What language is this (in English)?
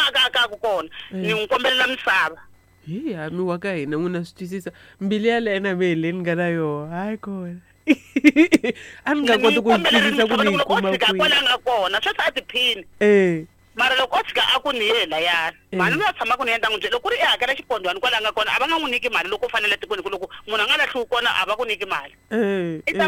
Tsonga